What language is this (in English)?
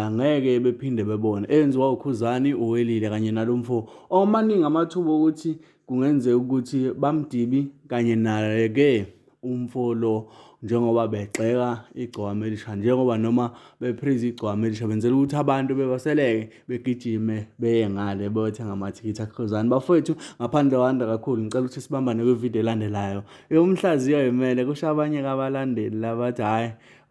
Zulu